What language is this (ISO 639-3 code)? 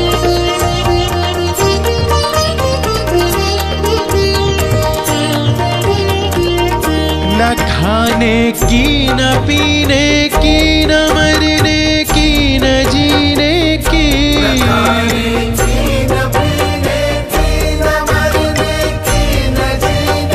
hin